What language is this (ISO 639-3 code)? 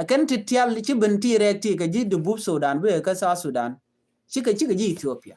nus